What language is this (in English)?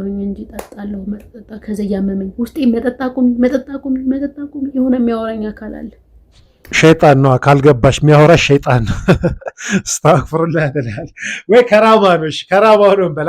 Amharic